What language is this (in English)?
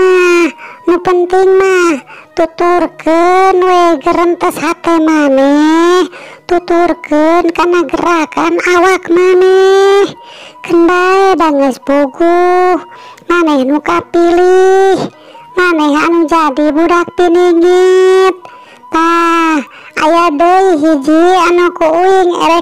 Sundanese